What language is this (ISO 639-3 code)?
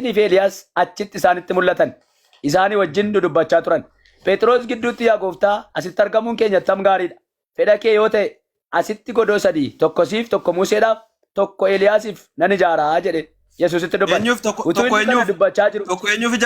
orm